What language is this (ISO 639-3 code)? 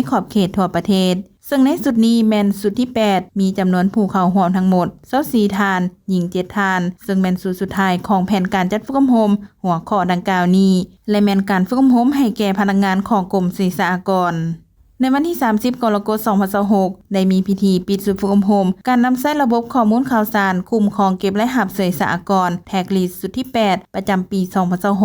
lao